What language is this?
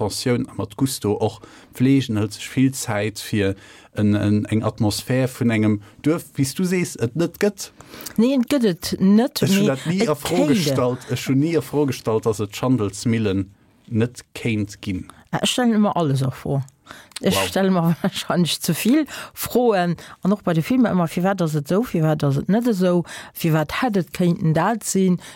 Luxembourgish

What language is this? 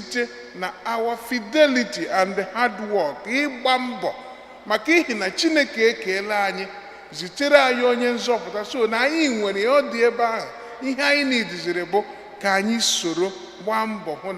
Igbo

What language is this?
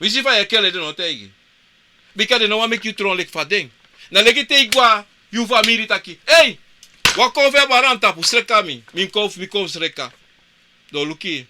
Sranan Tongo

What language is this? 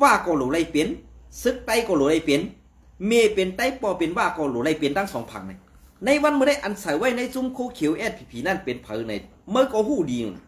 Shan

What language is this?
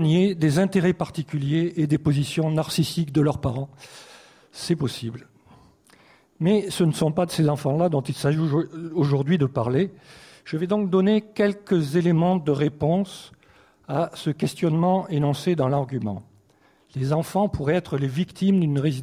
French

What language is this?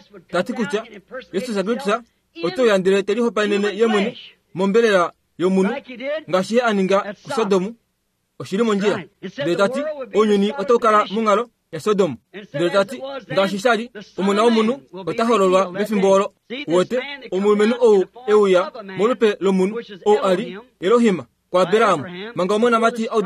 Kuanyama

